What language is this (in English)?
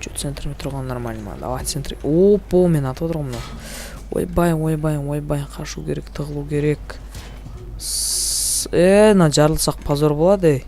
Kazakh